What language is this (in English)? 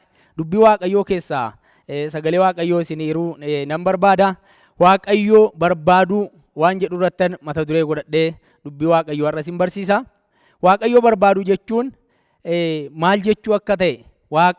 Oromo